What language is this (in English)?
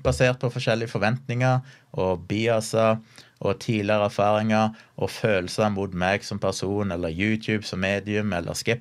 Norwegian